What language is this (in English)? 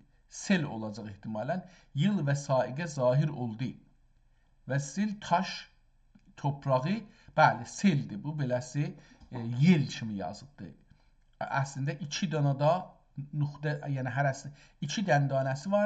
South Azerbaijani